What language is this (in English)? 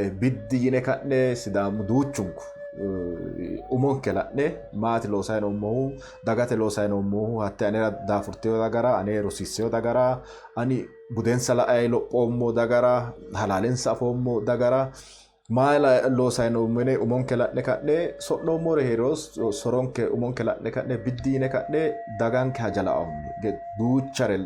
Sidamo